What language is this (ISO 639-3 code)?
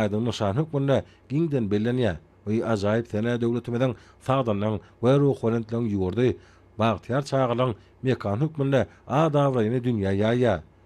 tuk